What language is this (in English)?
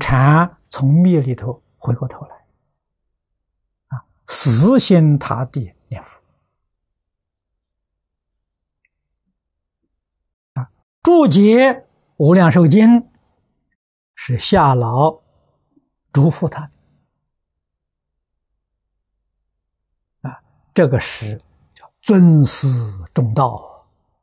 Chinese